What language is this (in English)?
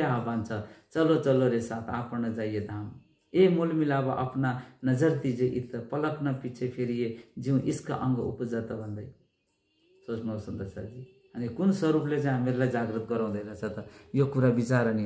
Nepali